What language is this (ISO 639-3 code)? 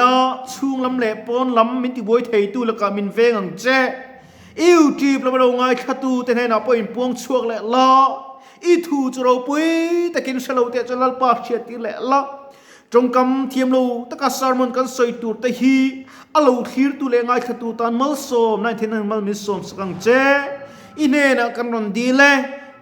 lus